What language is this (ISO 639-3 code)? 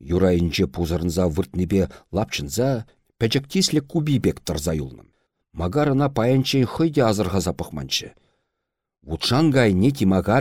chv